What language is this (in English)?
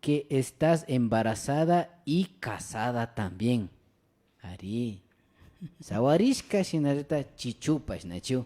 Imbabura Highland Quichua